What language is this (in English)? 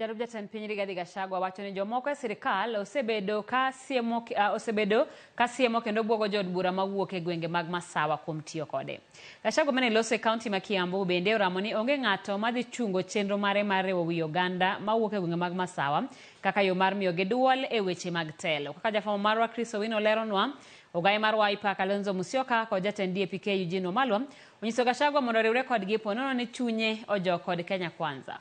Luo (Kenya and Tanzania)